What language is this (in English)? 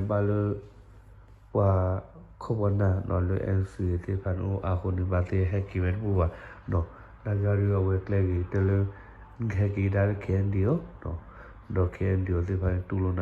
S'gaw Karen